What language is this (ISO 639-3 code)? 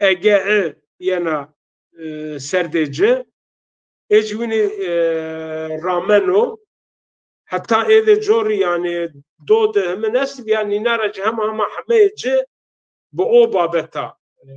zza